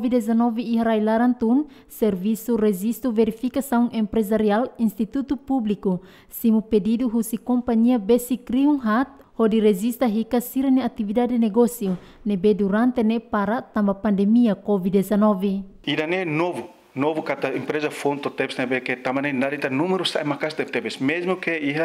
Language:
Tetum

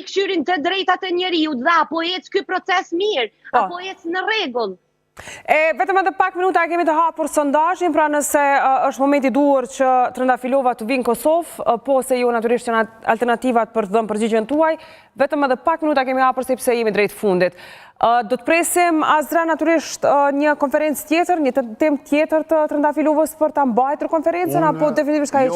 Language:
Albanian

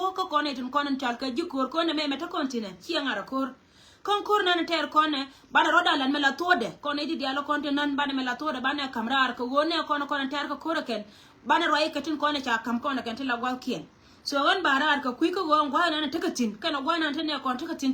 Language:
Nuer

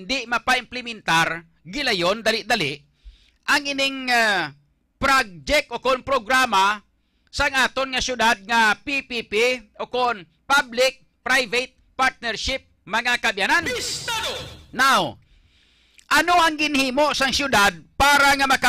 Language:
Hiligaynon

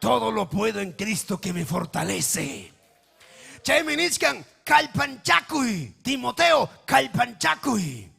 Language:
Ayacucho Quechua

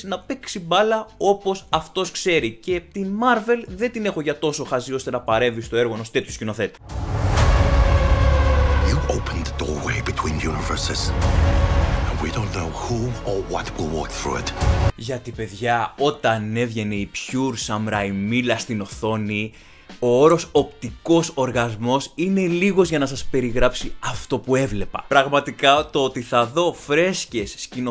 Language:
Greek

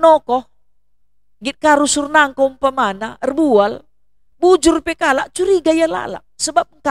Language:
Batak Karo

